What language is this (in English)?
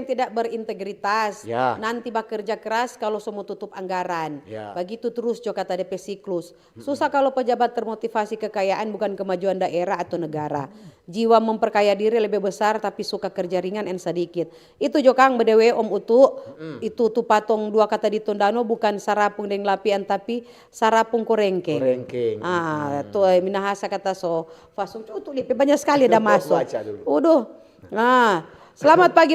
Manado Malay